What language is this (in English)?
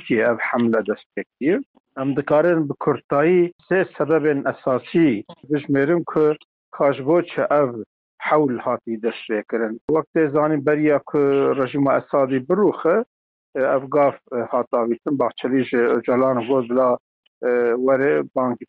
Kurdish